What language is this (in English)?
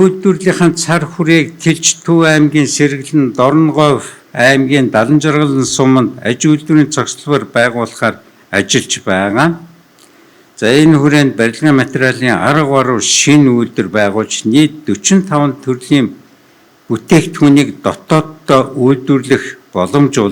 Mongolian